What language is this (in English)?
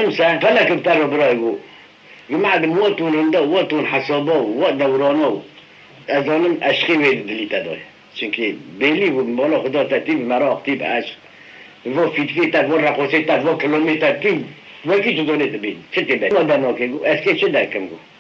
Kurdish